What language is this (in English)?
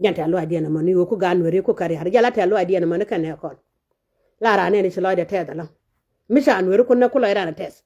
Nuer